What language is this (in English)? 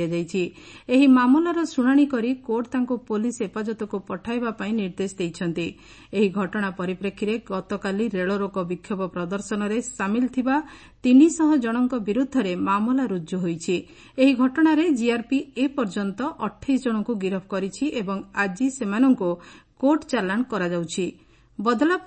Odia